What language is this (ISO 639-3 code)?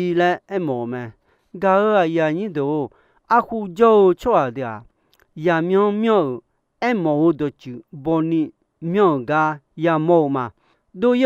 ahk